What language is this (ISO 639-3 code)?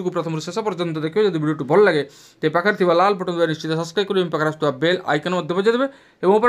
ori